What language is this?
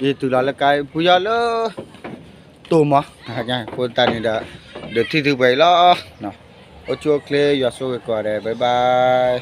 S'gaw Karen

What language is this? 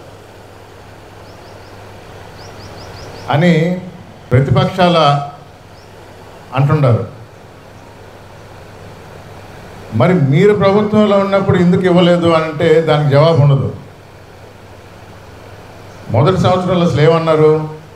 Telugu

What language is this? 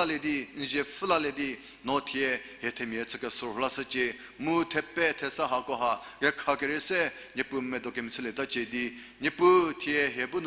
Angami Naga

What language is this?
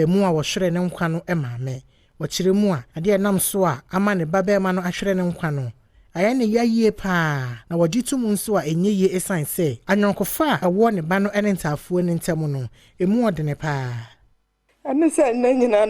Akan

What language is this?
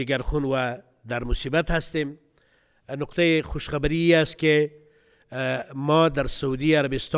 Persian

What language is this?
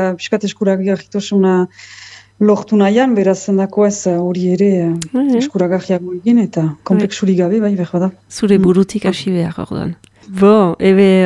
Basque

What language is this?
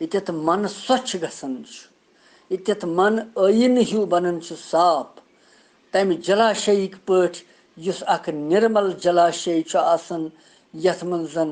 Kashmiri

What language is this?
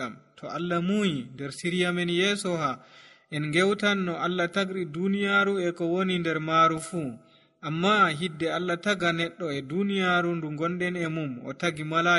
Nigerian Fulfulde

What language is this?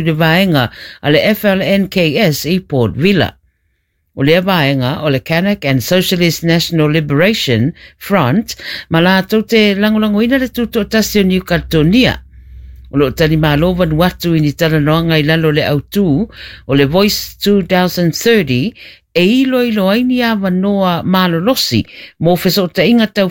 Samoan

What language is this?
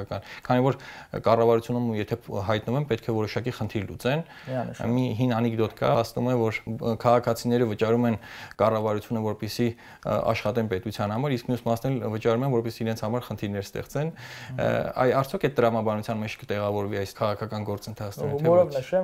Armenian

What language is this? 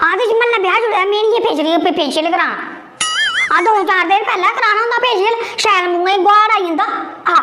Dogri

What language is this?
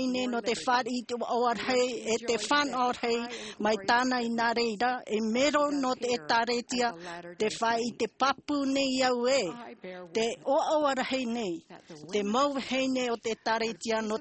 Tahitian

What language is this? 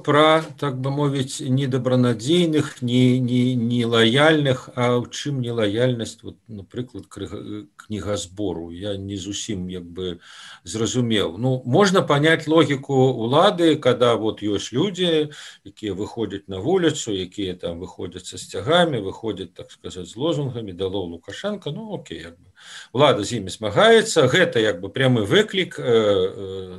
Belarusian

